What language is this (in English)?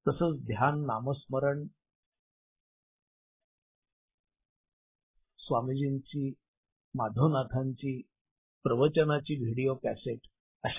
Marathi